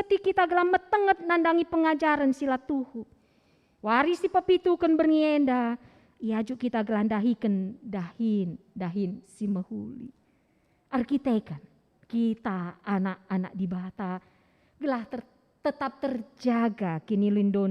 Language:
Batak Karo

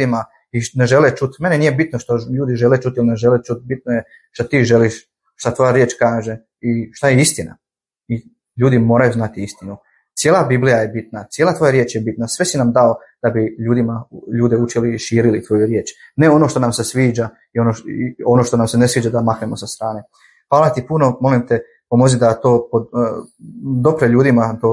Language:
Bosnian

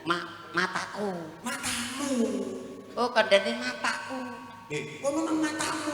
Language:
Javanese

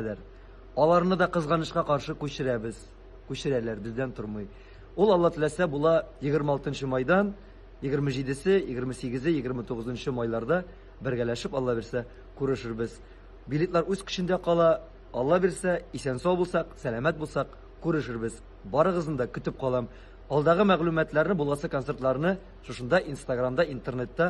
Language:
Tatar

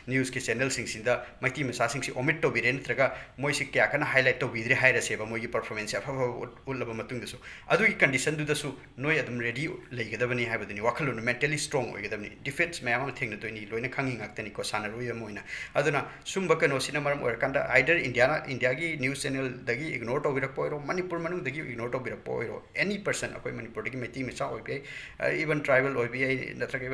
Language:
Manipuri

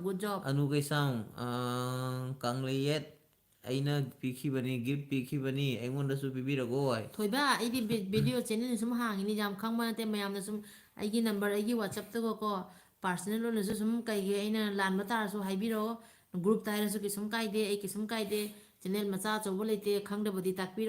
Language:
Manipuri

